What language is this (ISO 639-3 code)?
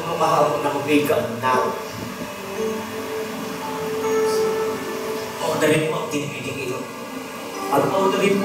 fil